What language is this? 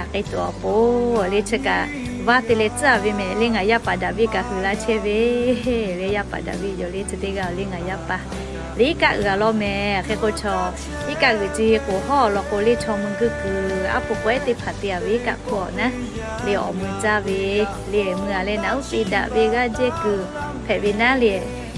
Lahu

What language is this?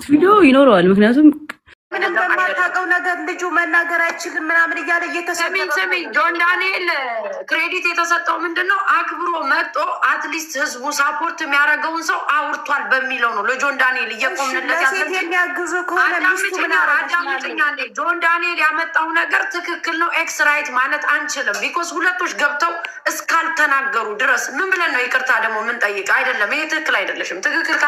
Amharic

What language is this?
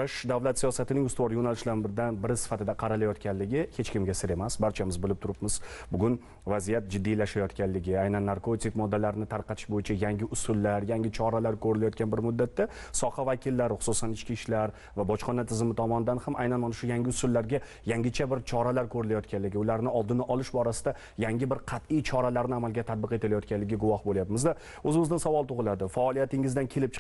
Uzbek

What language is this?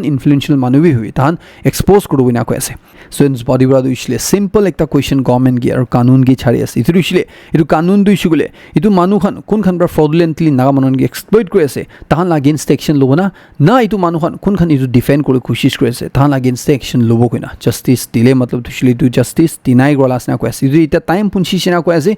Naga Pidgin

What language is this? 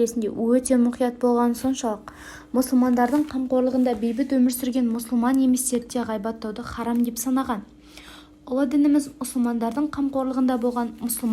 Kazakh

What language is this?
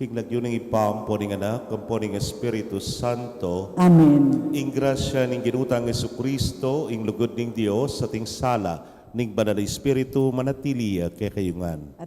Pampanga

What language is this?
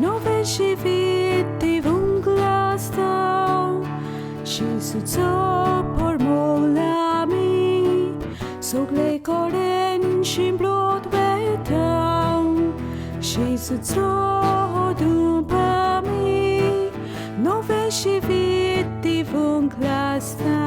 Konkani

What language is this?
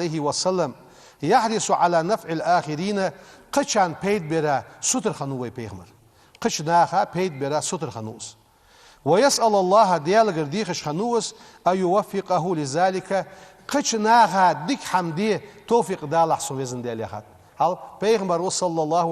Ingush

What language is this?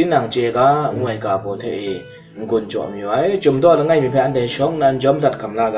Kachin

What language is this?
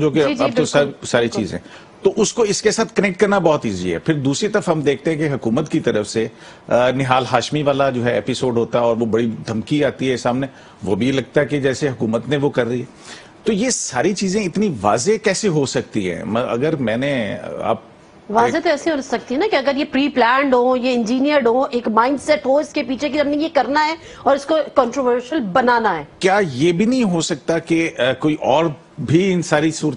Urdu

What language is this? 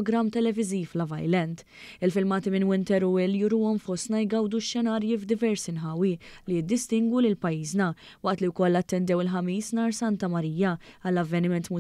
Maltese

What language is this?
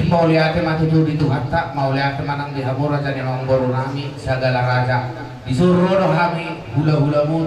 Batak Toba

